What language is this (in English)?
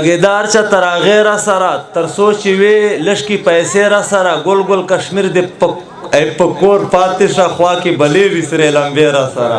Pashto